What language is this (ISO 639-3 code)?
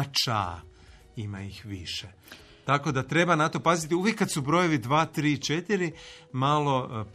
hrv